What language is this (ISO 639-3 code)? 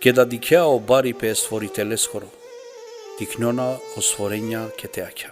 rmn